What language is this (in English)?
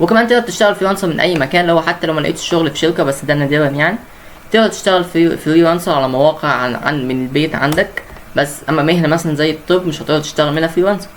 Egyptian Arabic